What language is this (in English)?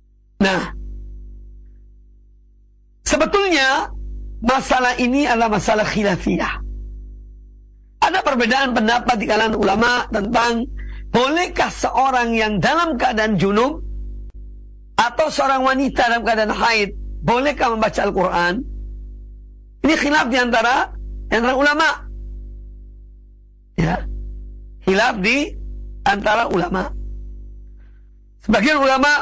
Indonesian